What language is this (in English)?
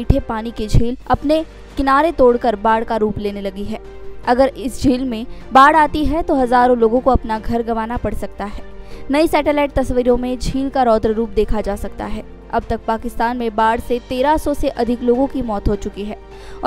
Hindi